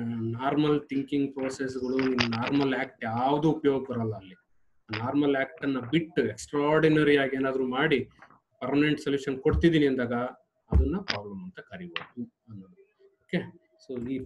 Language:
Kannada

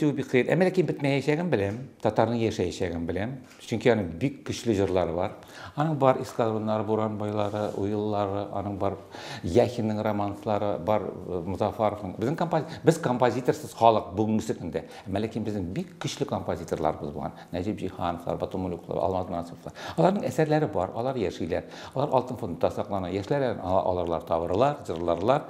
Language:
Tatar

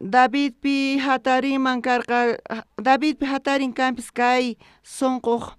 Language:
South Bolivian Quechua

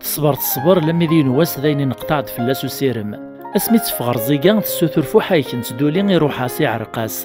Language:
Kabyle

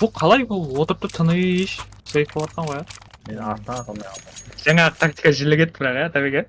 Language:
Kara-Kalpak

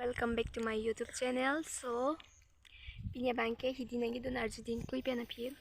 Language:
Karbi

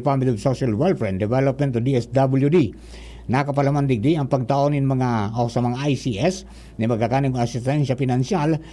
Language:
Bikol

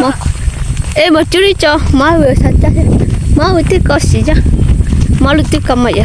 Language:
Lahu Shi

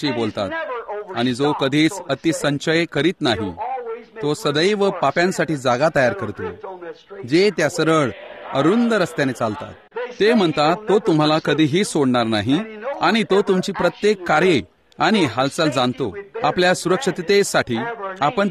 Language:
Marathi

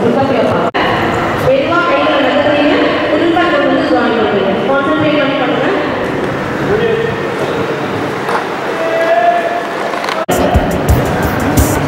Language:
Tamil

